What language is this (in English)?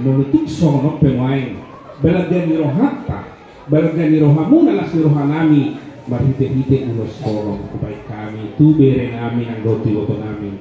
Batak Toba